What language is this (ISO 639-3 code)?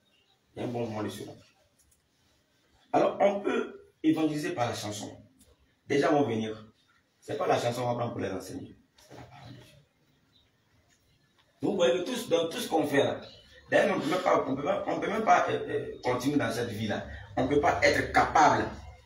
fra